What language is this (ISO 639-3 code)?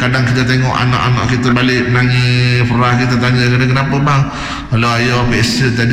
msa